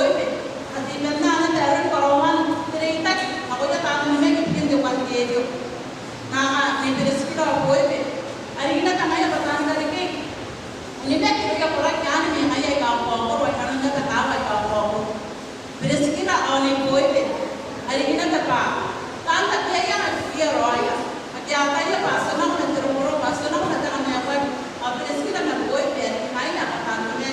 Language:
Gilbertese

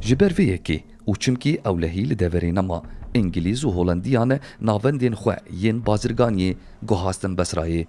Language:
Kurdish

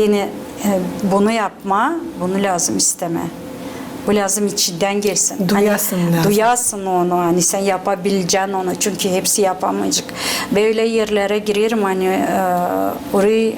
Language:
Gagauz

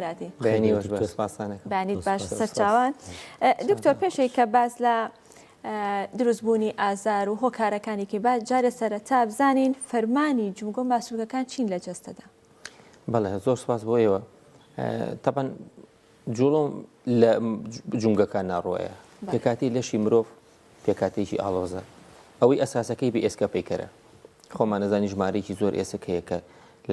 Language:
Central Kurdish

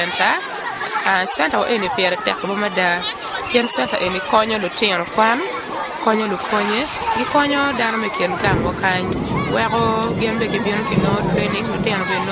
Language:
Acoli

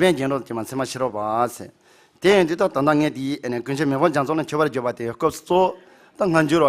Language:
Tibetan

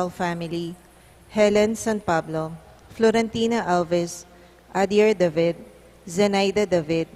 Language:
Pampanga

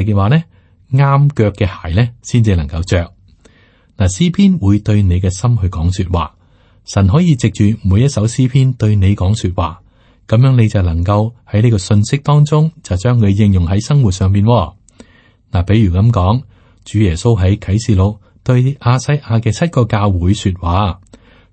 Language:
Cantonese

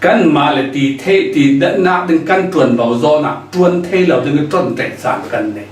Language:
Falam Chin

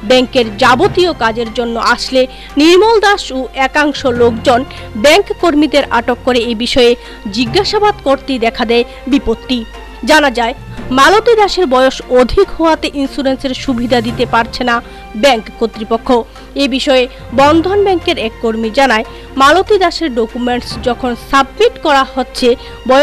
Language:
Bangla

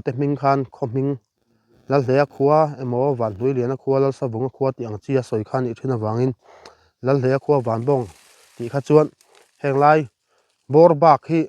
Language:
Mizo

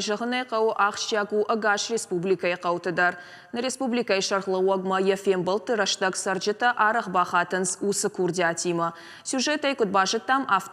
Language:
Ossetic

